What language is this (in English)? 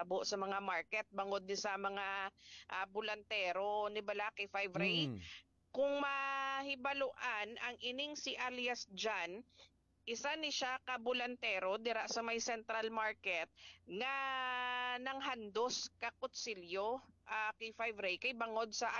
Hiligaynon